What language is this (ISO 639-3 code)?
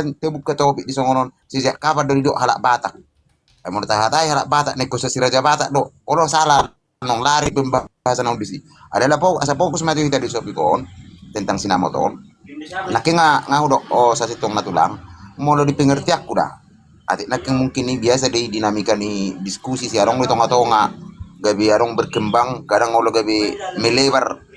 bbc